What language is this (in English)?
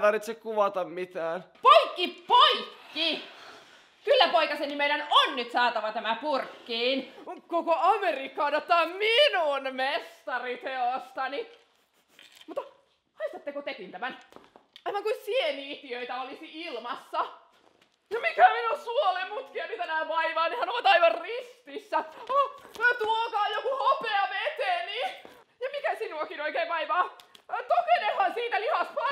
Finnish